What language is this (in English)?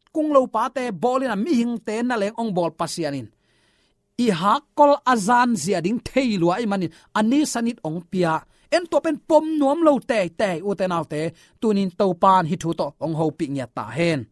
Tedim Chin